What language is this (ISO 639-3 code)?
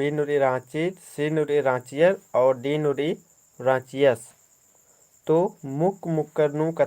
kru